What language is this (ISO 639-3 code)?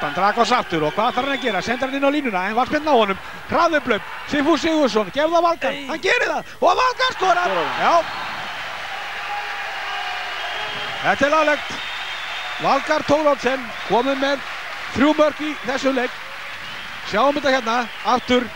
isl